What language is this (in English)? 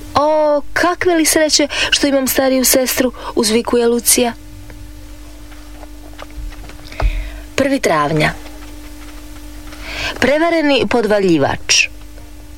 Croatian